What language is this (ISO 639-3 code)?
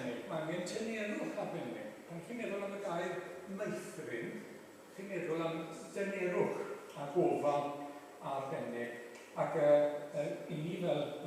cym